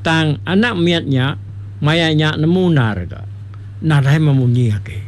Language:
Iban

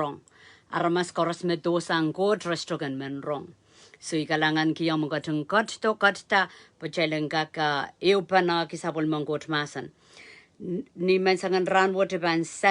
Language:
Pohnpeian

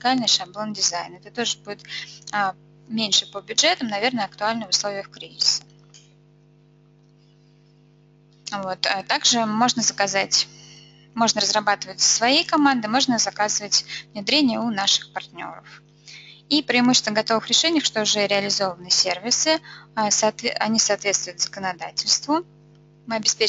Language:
Russian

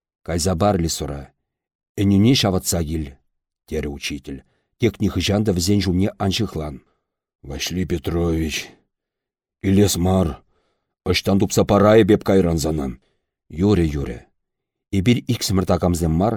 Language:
Chuvash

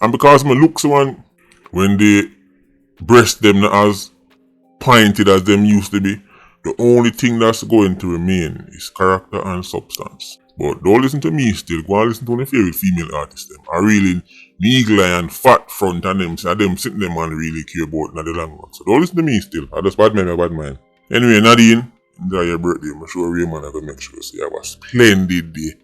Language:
Jamaican Creole English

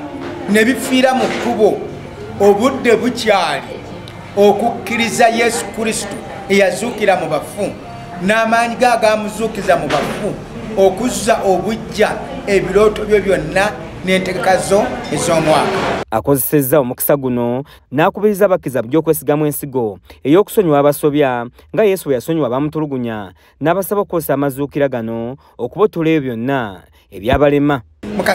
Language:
Ganda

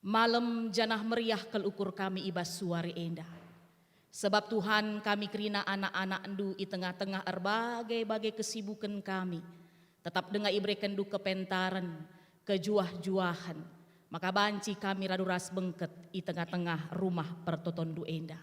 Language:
Batak Karo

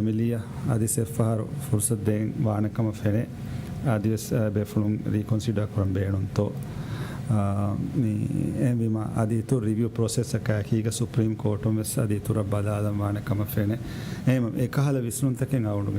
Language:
Divehi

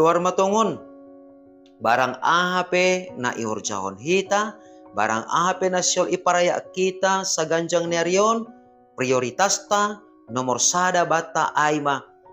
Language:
Batak Simalungun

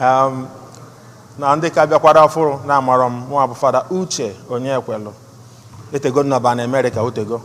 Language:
Igbo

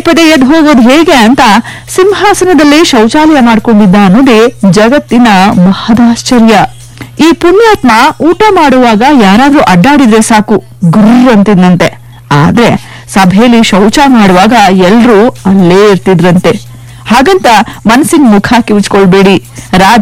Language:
Kannada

